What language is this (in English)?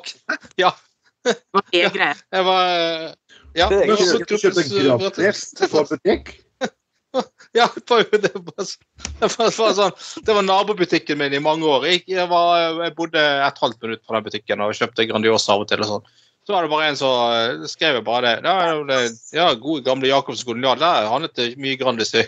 Norwegian